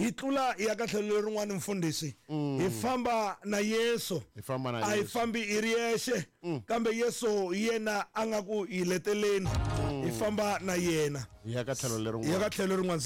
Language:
Tsonga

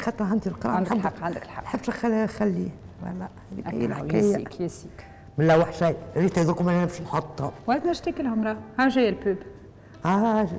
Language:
Tunisian Arabic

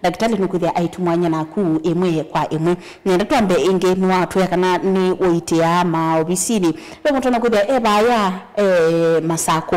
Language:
Kamba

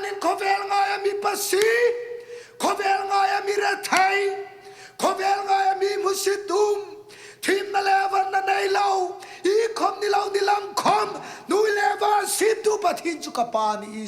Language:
Hmar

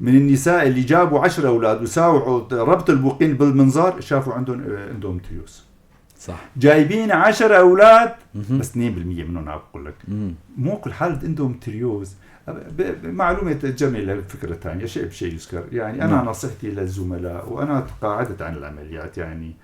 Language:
North Levantine Arabic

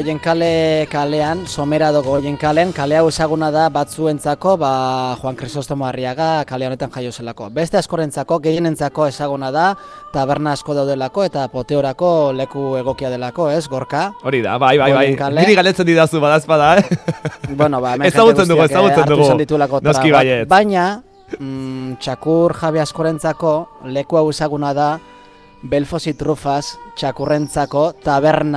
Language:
Basque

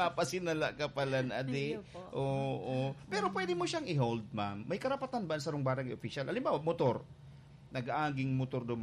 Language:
Bikol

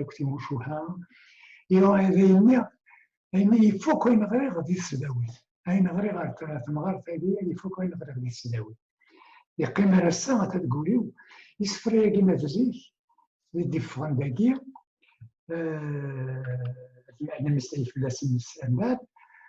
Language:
Kabyle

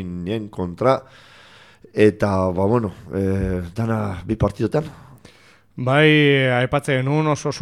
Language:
Basque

